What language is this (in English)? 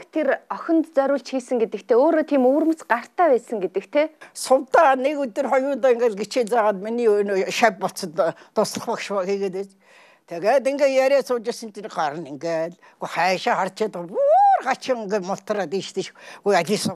Mongolian